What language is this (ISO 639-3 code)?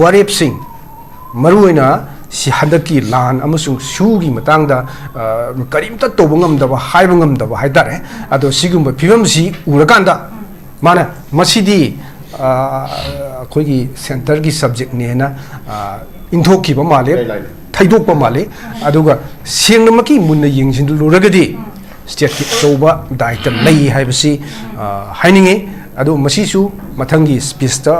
mni